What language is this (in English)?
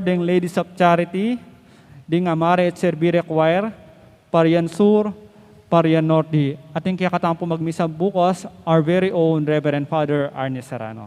Pampanga